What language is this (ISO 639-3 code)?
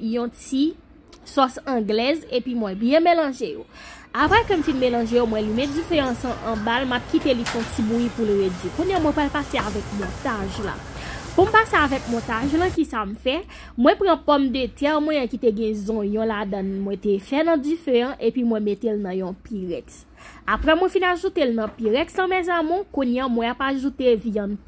hat